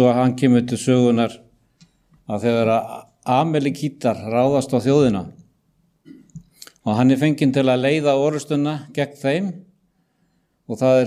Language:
Icelandic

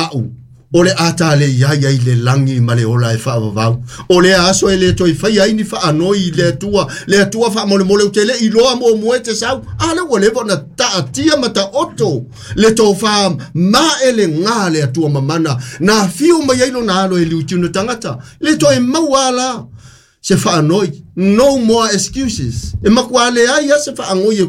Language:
Samoan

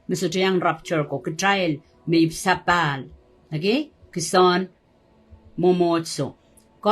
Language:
Pohnpeian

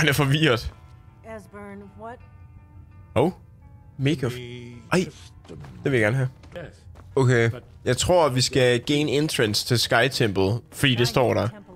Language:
Danish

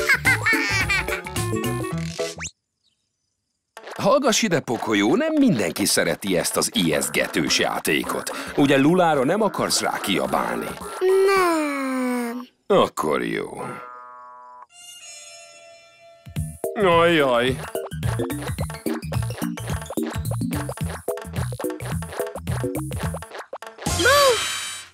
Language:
Hungarian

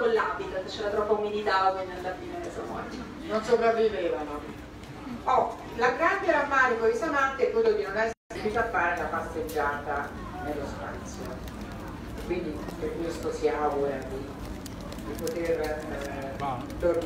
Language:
Italian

